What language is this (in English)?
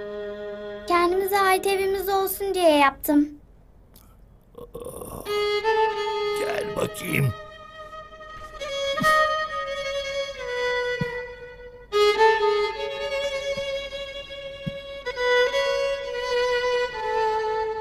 Turkish